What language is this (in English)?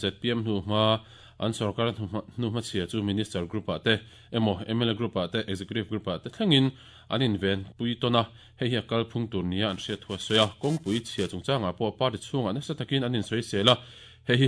Mizo